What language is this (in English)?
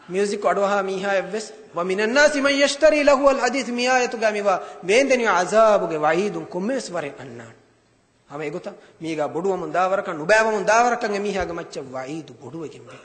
Divehi